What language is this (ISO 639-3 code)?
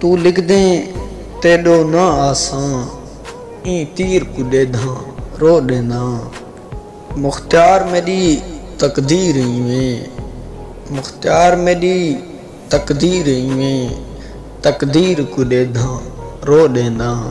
skr